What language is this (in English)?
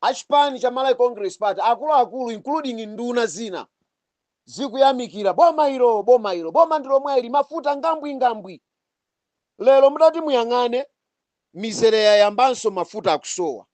Nyanja